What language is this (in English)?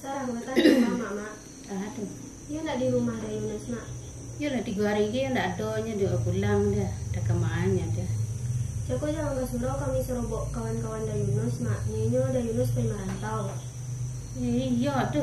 Minangkabau